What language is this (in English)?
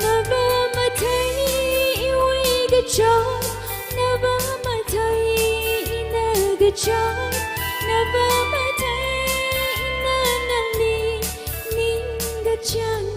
Tangkhul Naga (India)